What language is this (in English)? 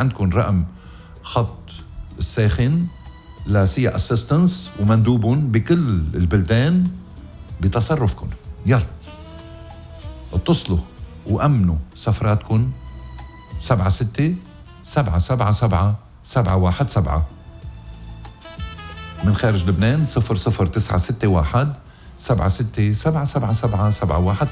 North Levantine Arabic